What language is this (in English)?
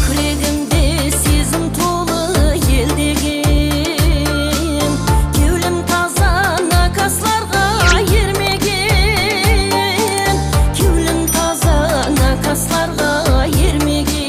Kara-Kalpak